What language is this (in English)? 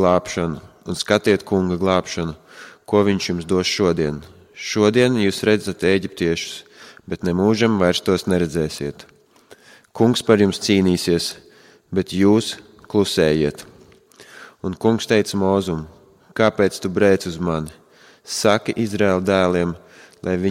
Latvian